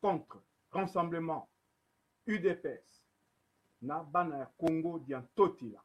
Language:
Lingala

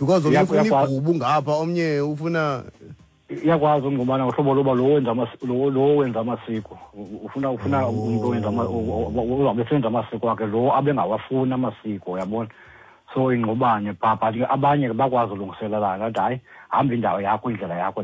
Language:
Xhosa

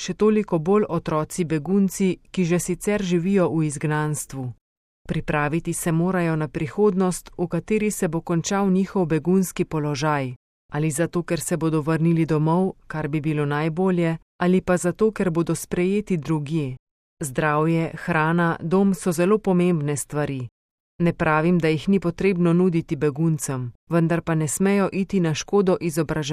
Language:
Slovenian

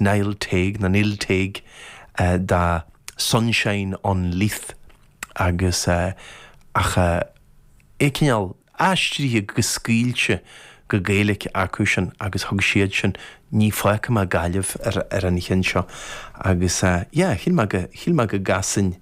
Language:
Irish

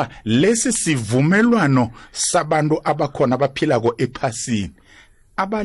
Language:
South Ndebele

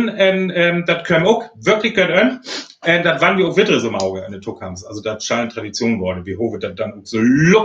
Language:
Northern Frisian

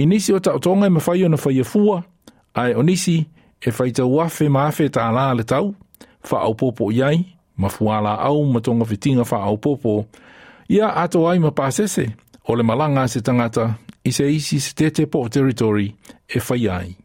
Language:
Samoan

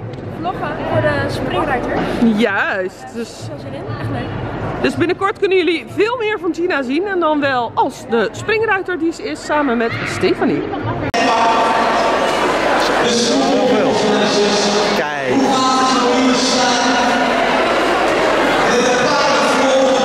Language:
Dutch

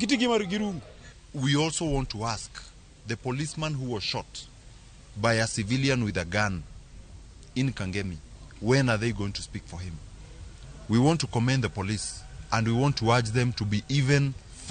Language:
Luo (Kenya and Tanzania)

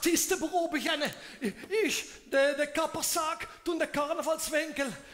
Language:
Limburgish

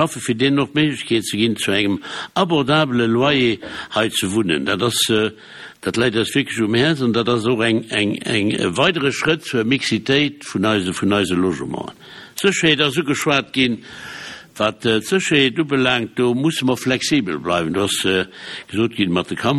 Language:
Luxembourgish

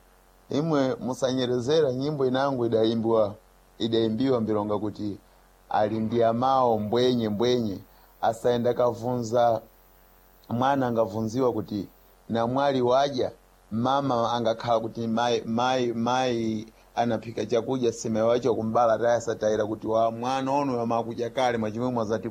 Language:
Sena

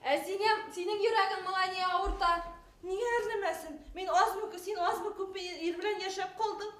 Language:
Bashkir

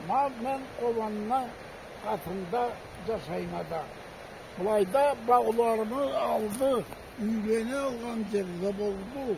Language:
Karachay-Balkar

